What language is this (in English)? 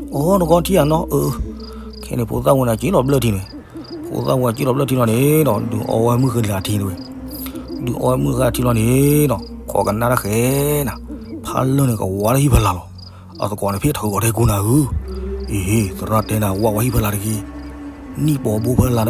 S'gaw Karen